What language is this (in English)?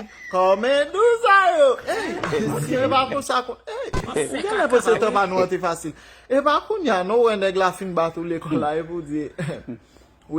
Haitian Creole